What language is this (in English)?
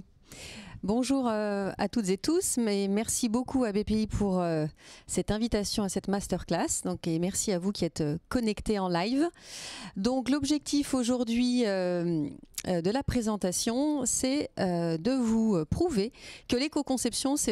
French